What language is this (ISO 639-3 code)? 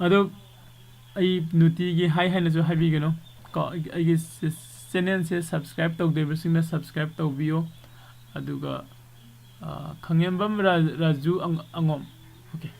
mni